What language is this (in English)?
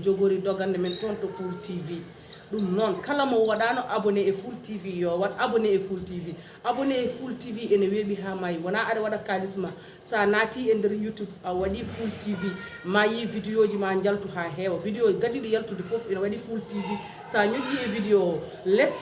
Fula